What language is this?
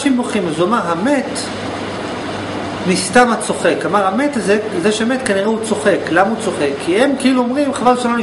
Hebrew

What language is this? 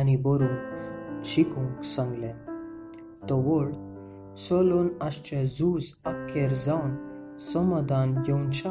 Konkani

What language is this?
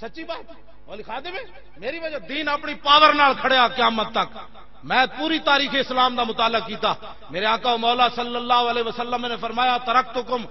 Western Panjabi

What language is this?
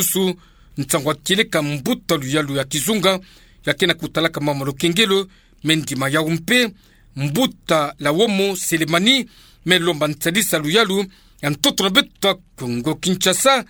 Kituba (Democratic Republic of Congo)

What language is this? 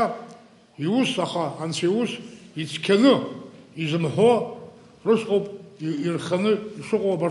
Abkhazian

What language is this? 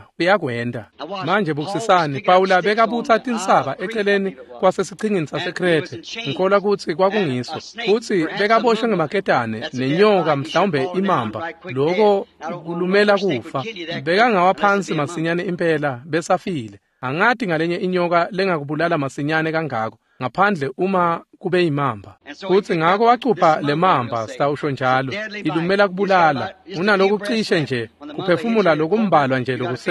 Swati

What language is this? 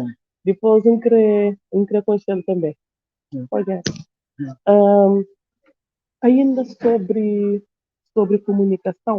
Kabuverdianu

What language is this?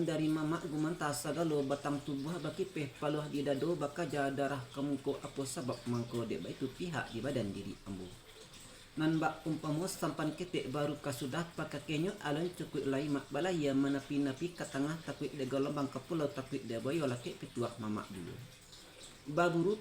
Minangkabau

